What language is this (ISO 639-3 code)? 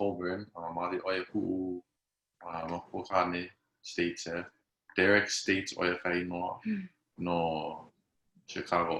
haw